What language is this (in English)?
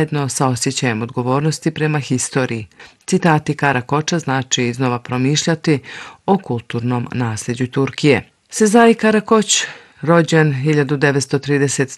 Bosnian